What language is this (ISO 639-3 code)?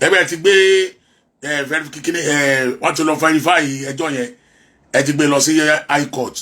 yor